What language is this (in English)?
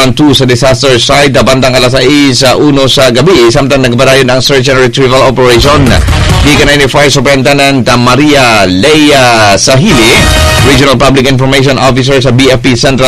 Cebuano